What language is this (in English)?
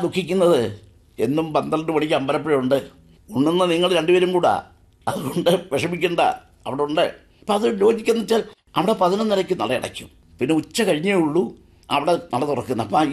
Malayalam